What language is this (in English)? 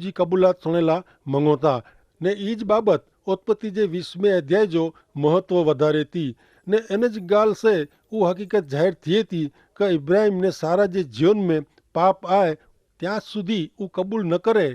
Kachhi